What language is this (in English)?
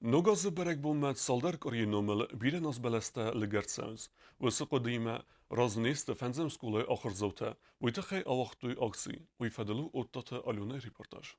Ossetic